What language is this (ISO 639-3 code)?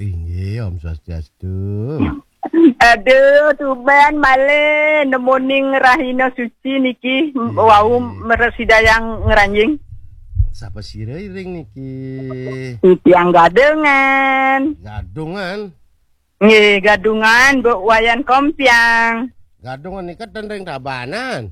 ban